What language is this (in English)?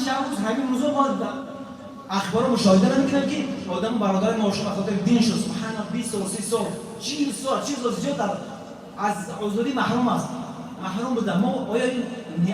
Tajik